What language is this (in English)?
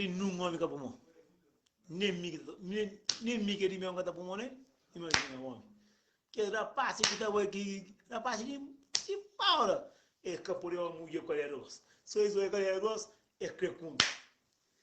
Kabuverdianu